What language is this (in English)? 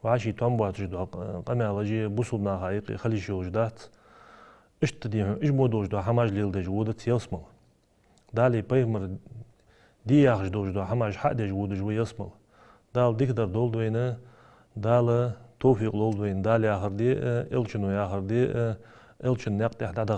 Ingush